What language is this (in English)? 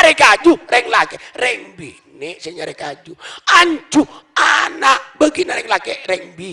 Madurese